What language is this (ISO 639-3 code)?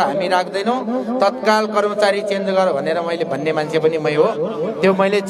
nep